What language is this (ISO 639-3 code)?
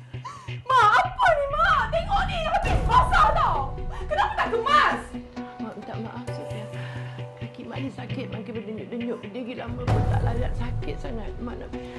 msa